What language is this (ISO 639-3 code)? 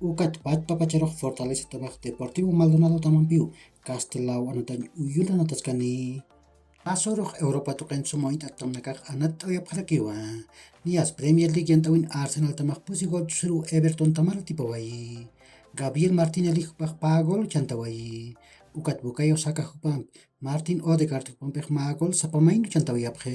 aym